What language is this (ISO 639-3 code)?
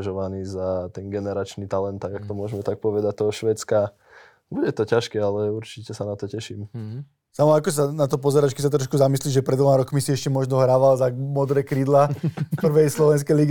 slk